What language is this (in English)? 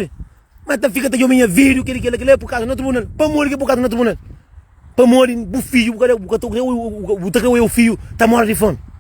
Kabuverdianu